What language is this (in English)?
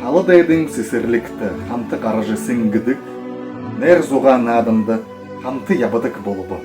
Buriat